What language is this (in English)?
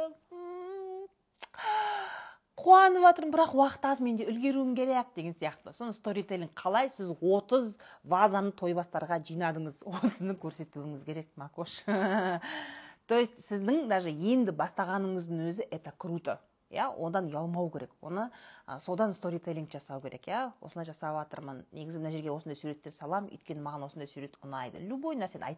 Kazakh